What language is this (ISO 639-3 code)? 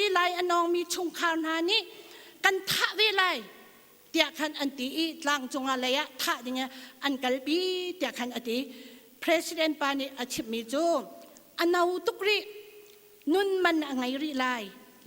cnh